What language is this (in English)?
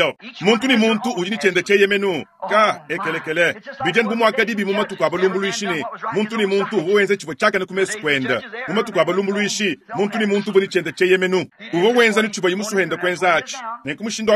Luba-Lulua